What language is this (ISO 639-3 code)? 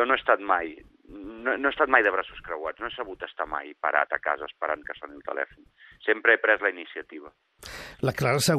cat